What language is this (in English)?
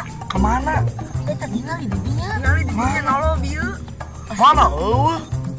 Sundanese